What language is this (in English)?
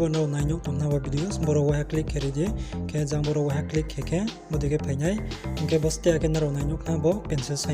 Riang (India)